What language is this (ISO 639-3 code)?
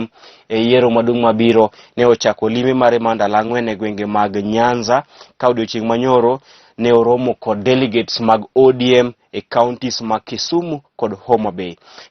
luo